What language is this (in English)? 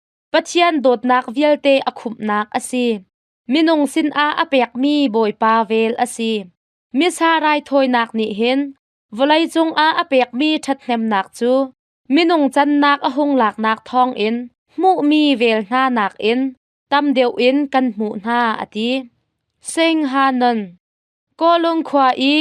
Hakha Chin